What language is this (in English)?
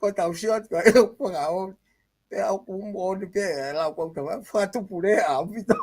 Tongan